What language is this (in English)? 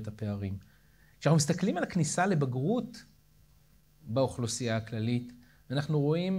Hebrew